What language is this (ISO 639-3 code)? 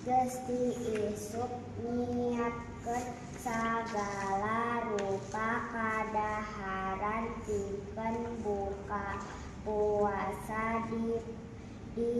sun